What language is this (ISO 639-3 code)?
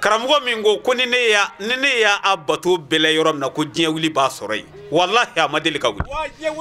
bam